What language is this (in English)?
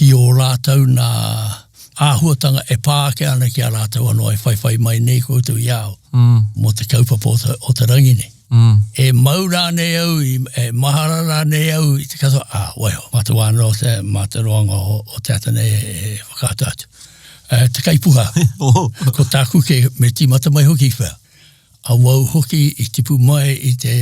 Māori